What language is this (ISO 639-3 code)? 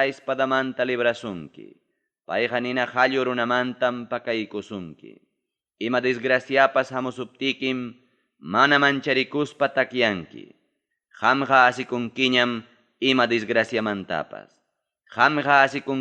quy